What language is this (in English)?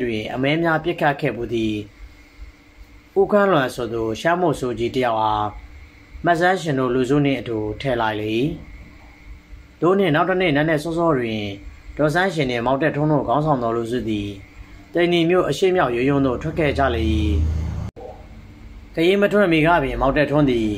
Burmese